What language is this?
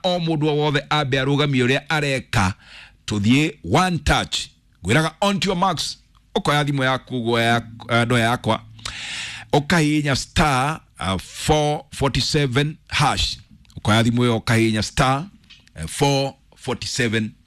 Kikuyu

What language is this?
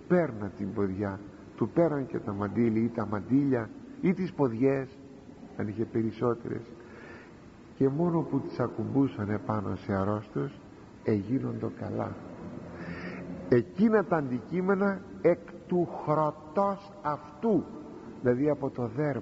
Greek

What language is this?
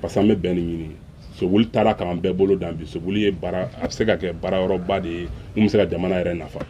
Bambara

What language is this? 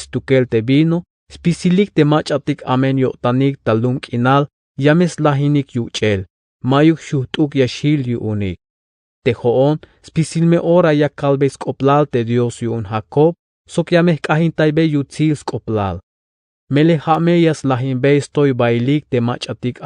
Tzeltal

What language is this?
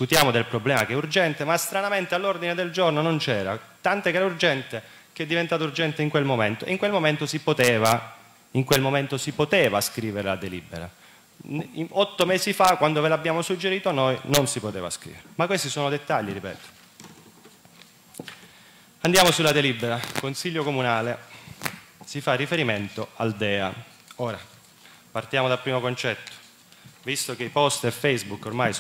Italian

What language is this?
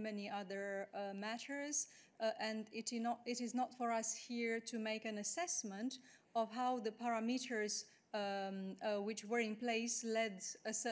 English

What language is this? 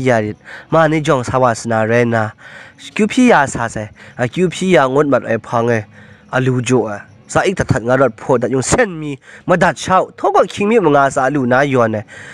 Kachin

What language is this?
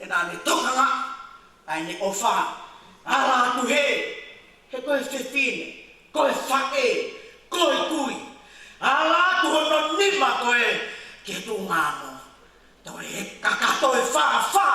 Tongan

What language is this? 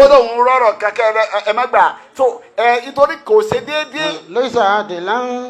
Yoruba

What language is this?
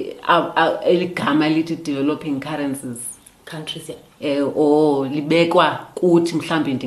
Xhosa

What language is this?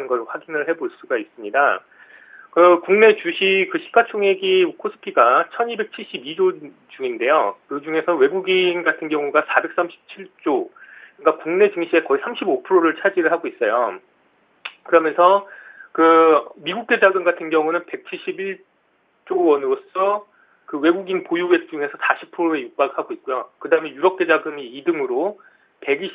Korean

